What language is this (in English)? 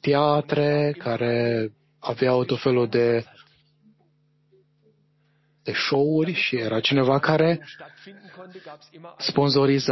Romanian